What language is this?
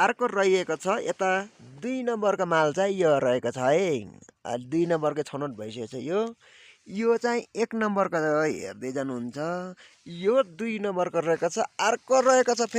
Nepali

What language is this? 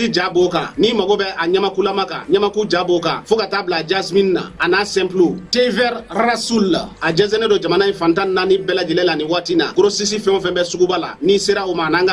Bambara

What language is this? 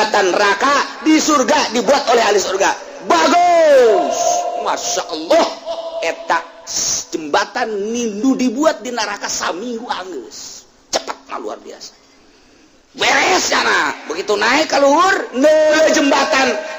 Sundanese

